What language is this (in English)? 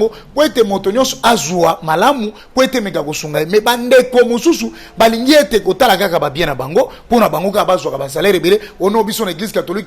Lingala